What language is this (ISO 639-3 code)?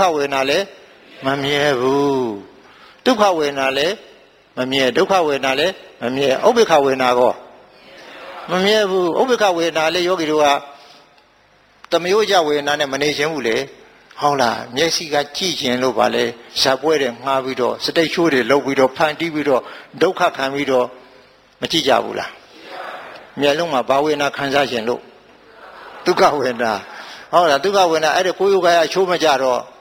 mya